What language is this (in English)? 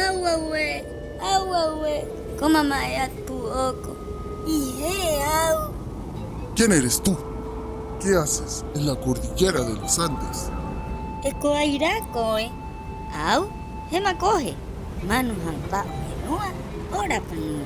Rapanui